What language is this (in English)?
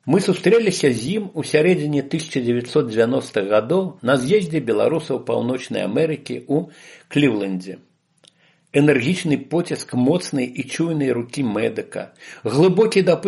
Belarusian